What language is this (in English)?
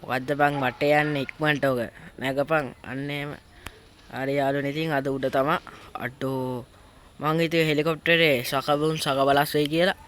Sinhala